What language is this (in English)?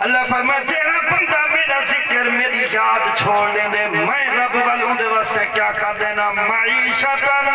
Saraiki